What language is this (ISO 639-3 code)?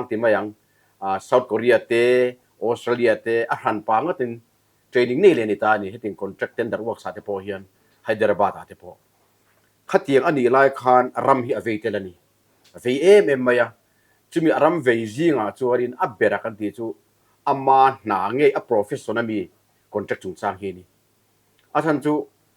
lus